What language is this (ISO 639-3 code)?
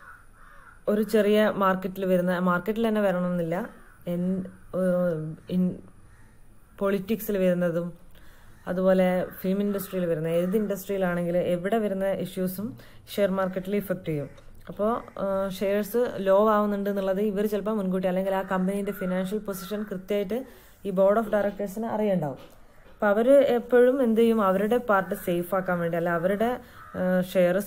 mal